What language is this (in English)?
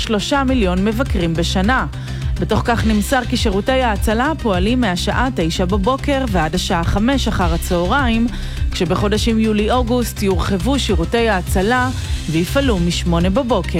Hebrew